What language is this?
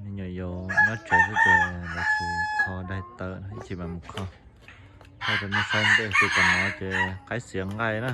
Hmong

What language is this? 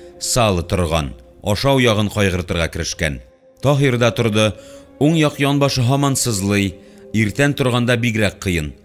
Tatar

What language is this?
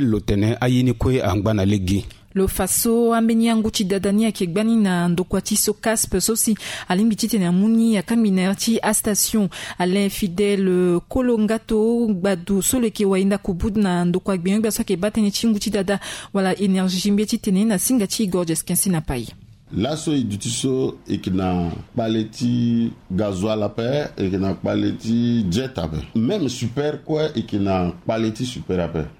Sango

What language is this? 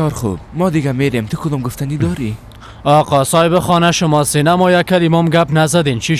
Persian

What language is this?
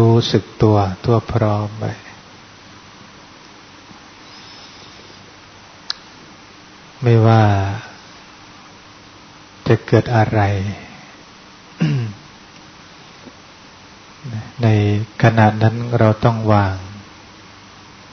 Thai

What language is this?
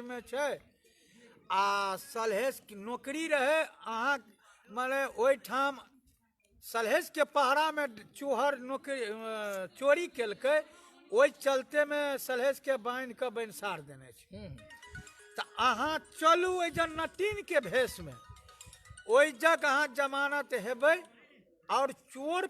Maithili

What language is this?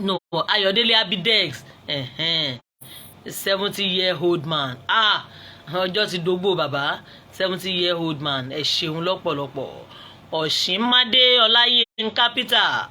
Yoruba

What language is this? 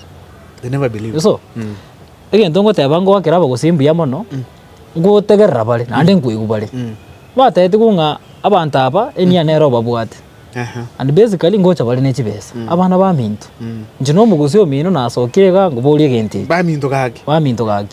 Gusii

